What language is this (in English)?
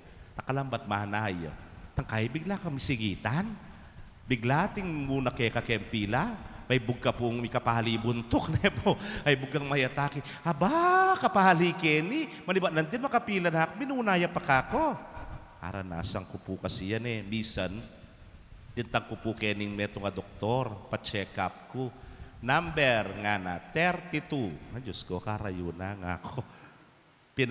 Pampanga